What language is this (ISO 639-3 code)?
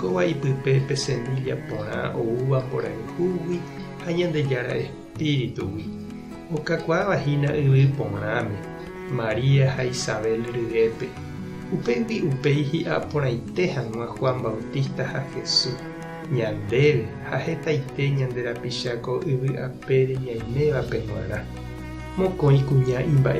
grn